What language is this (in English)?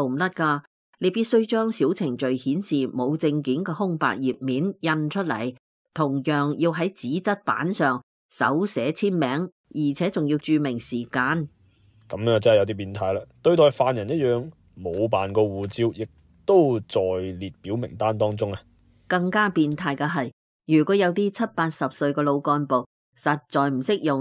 Cantonese